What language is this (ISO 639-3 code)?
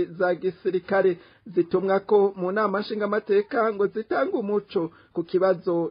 run